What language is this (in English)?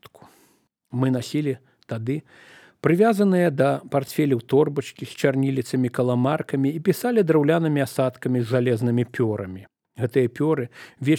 Belarusian